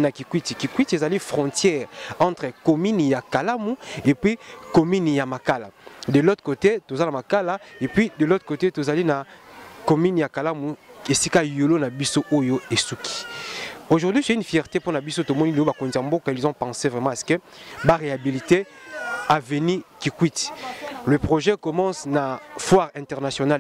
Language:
Lingala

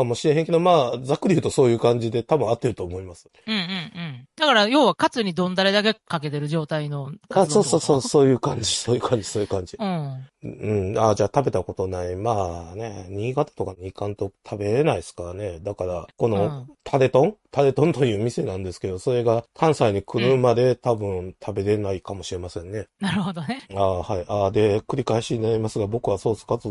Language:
Japanese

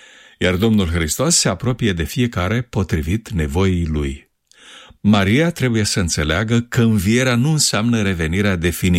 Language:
Romanian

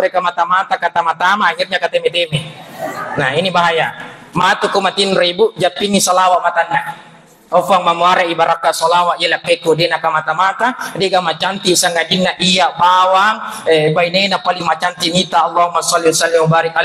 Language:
Buginese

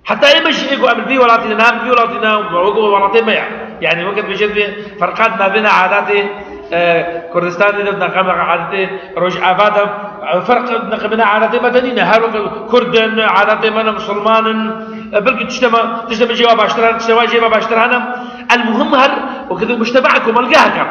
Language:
Kurdish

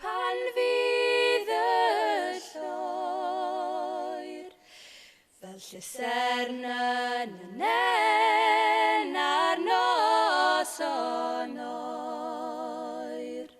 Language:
Welsh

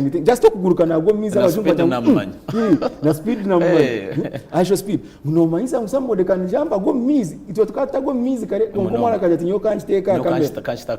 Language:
Nyankole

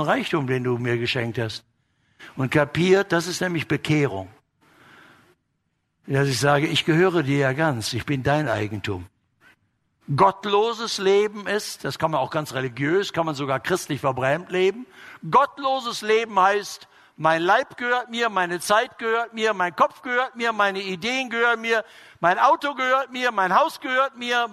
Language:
German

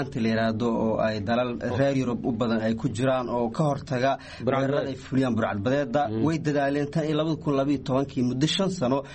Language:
Somali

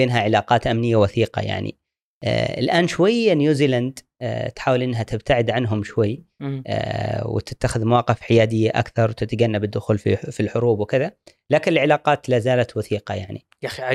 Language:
Gulf Arabic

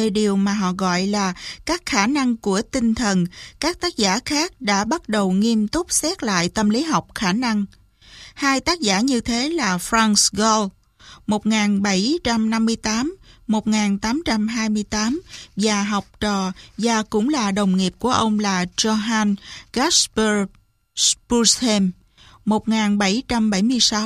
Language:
Vietnamese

